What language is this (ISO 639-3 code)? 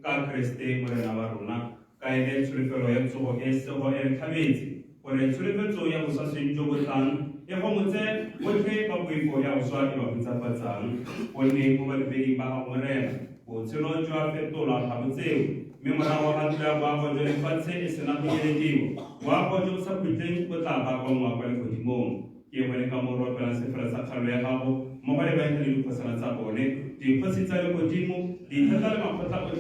tsn